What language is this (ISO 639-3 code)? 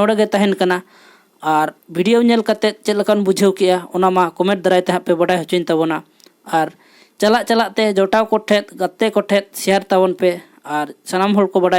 sat